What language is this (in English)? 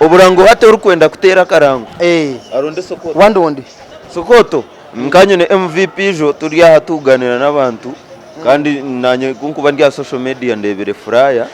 Nyankole